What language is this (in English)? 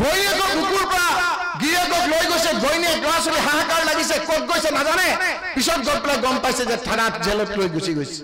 Assamese